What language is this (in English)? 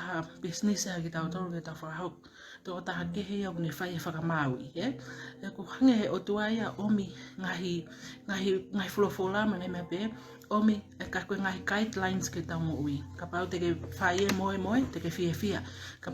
Tongan